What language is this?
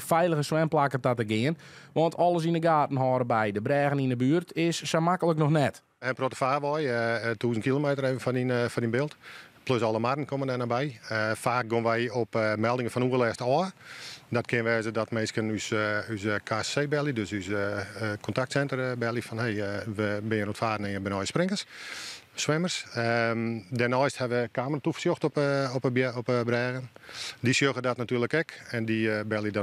Western Frisian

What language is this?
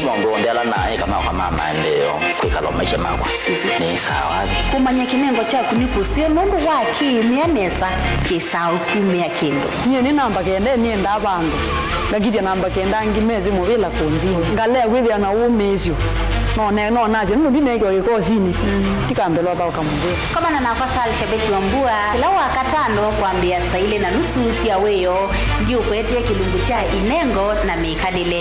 Kamba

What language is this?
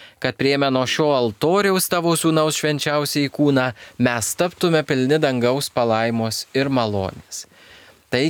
Lithuanian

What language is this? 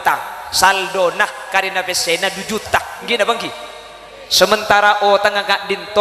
Madurese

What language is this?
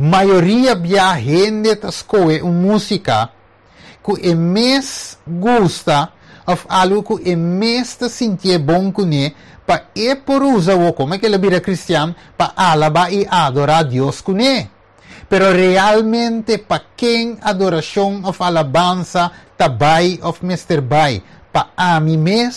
Papiamento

